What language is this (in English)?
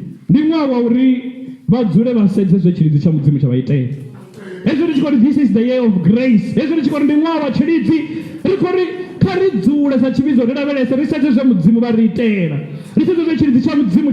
Venda